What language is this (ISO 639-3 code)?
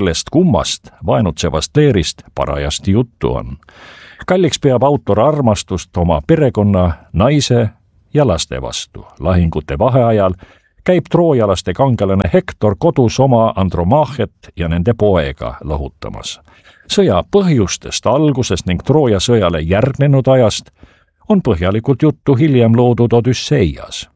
est